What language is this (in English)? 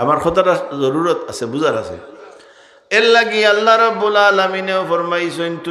Sylheti